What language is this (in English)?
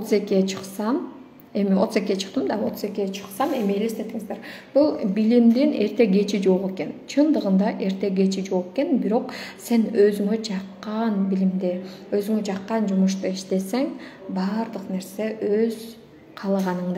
Kyrgyz